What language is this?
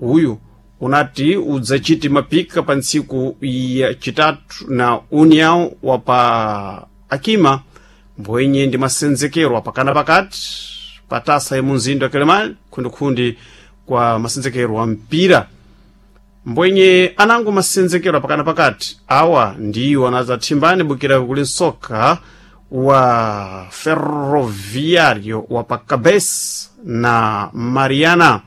Sena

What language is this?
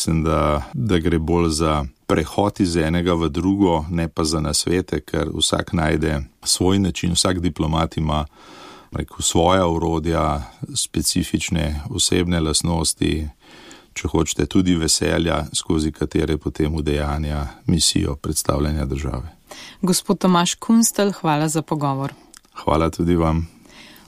Slovenian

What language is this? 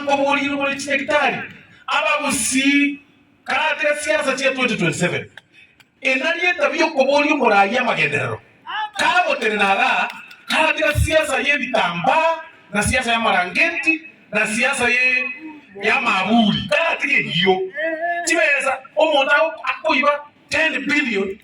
Gusii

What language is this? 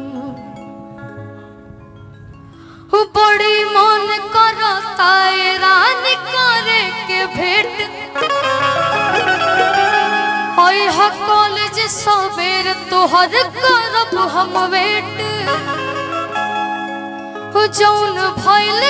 Bhojpuri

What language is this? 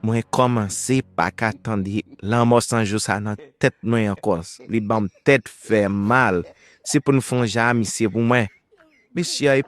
Haitian Creole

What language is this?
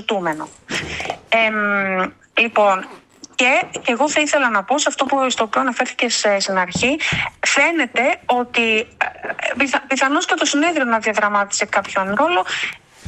Greek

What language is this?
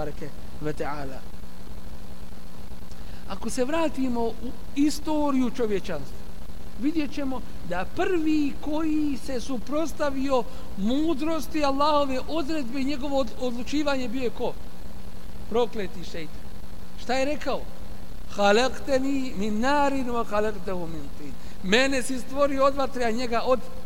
Bosnian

